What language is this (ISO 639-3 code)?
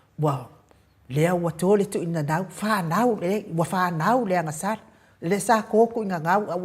smo